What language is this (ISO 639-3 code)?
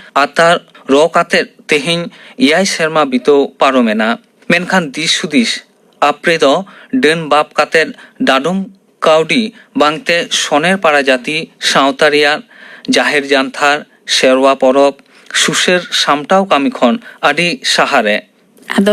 sat